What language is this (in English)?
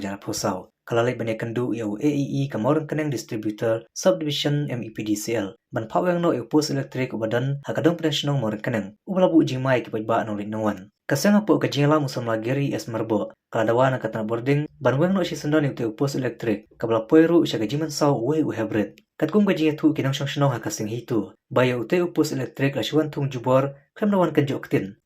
Khasi